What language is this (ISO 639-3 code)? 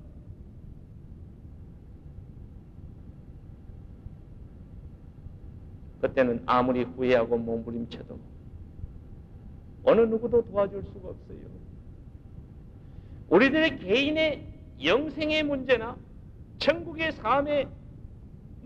kor